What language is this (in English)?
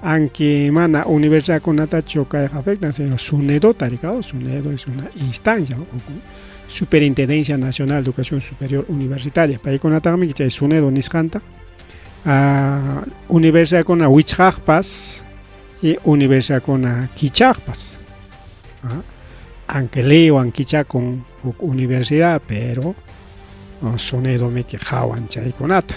Ayacucho Quechua